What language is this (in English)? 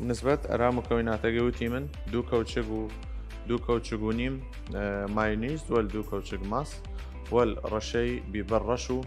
Southern Kurdish